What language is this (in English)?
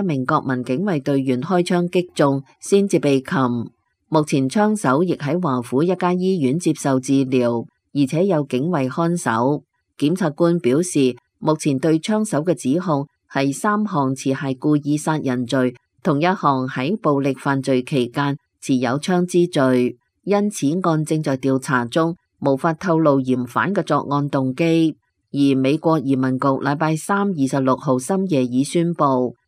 Cantonese